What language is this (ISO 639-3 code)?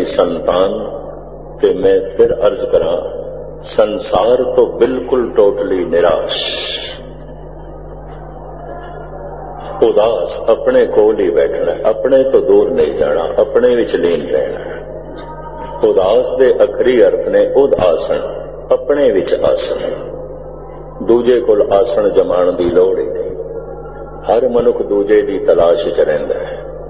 pan